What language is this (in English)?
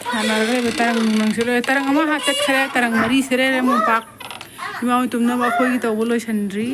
Manipuri